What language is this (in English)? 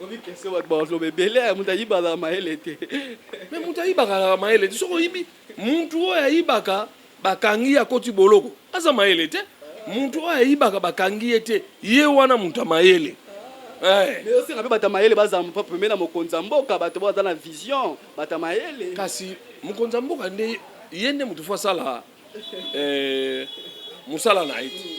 Lingala